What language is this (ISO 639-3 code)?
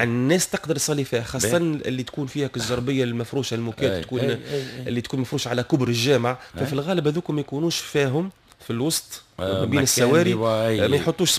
aeb